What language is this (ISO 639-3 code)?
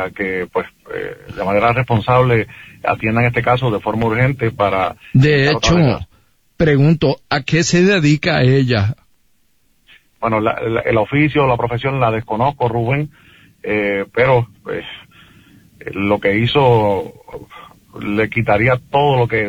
spa